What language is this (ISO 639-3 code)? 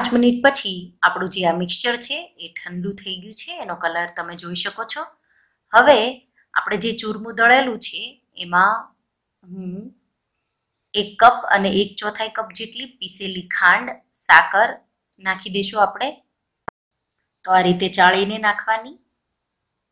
guj